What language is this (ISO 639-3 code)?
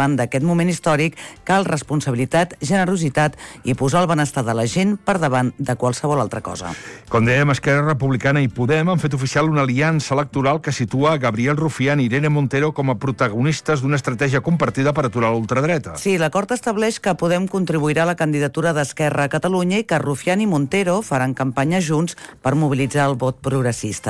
cat